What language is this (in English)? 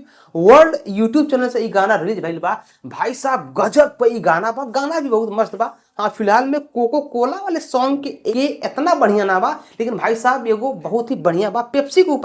Bhojpuri